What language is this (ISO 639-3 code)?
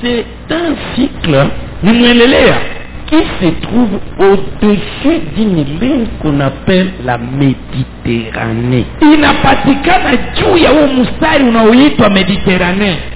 swa